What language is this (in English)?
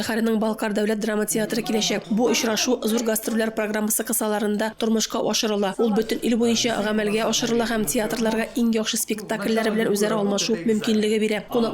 Tatar